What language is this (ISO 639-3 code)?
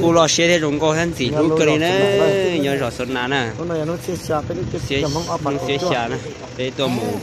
hmn